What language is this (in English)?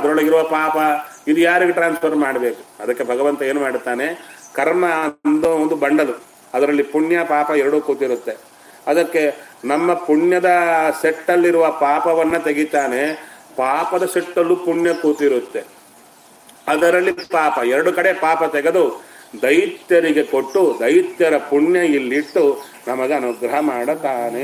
Kannada